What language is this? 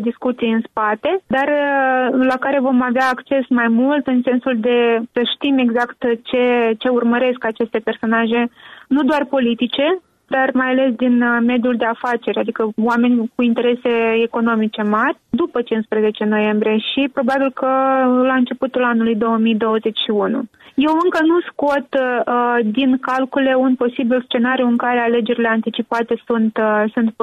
Romanian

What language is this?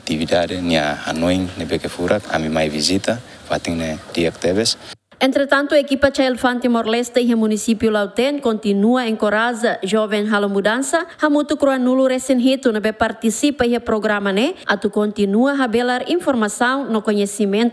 Tetum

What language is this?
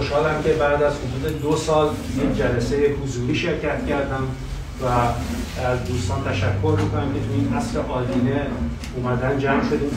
Persian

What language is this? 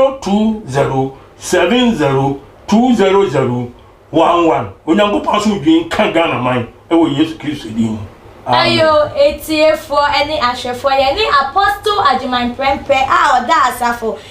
Akan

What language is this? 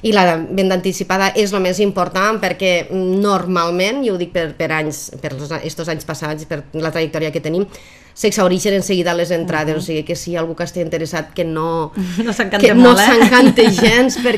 Catalan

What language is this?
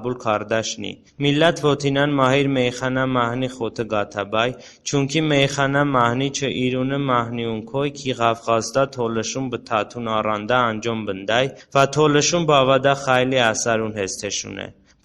Talysh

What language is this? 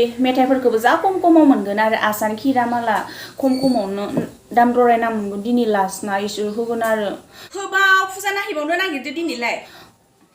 Bodo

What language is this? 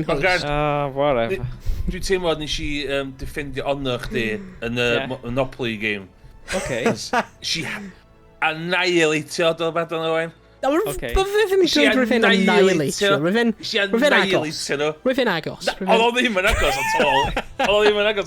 Welsh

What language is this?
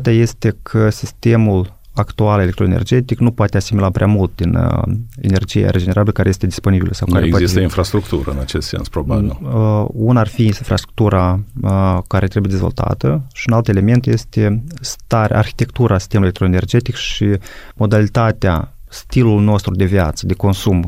Romanian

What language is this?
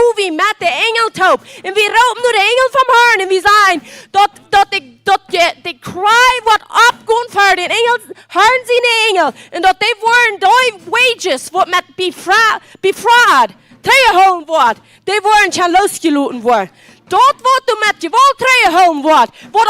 Plautdietsch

